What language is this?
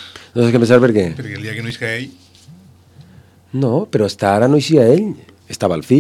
Catalan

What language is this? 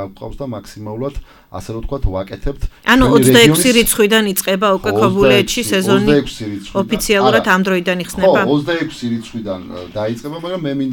Georgian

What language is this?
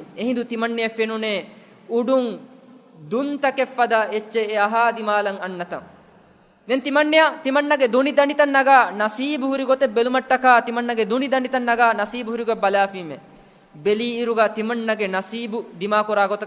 Divehi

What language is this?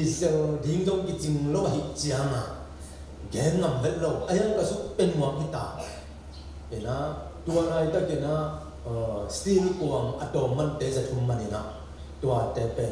Tedim Chin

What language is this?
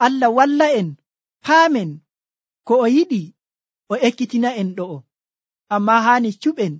Nigerian Fulfulde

